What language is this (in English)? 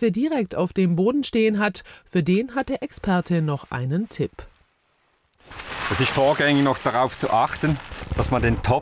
German